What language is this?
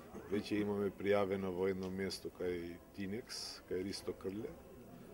Macedonian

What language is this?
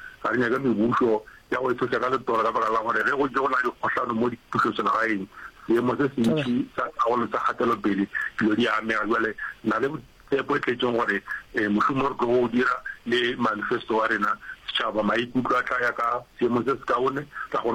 Northern Sotho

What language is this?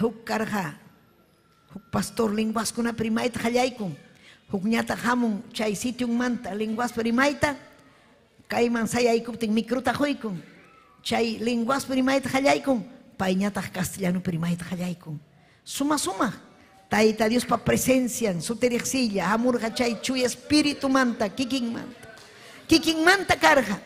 Ayacucho Quechua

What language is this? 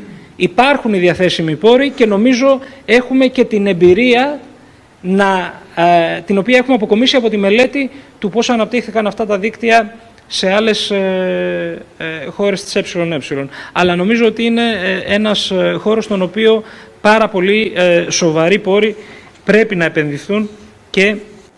Greek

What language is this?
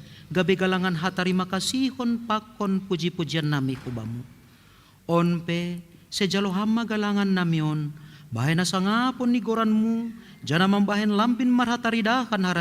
Batak Simalungun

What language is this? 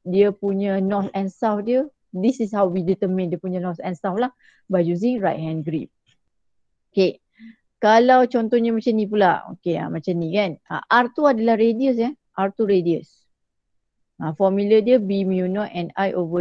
Malay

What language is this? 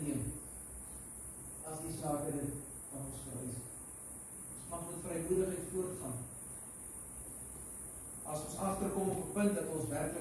Afrikaans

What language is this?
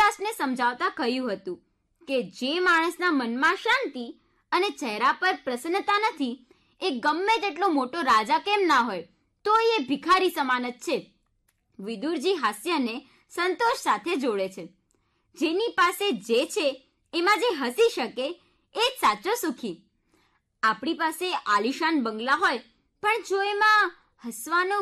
Gujarati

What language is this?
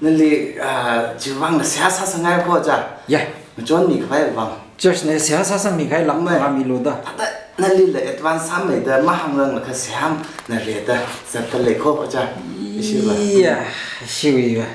Tangkhul Naga (India)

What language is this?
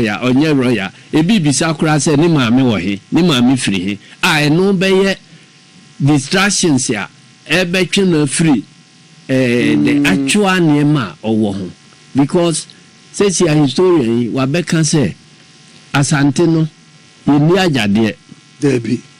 Akan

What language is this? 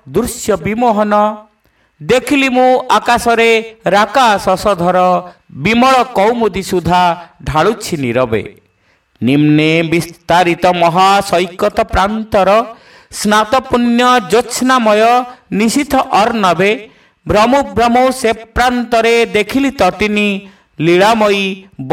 Odia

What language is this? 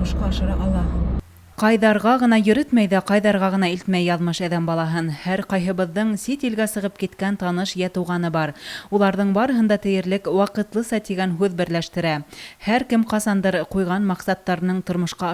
Bashkir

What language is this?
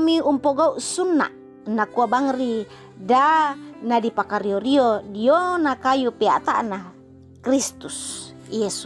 Toraja-Sa'dan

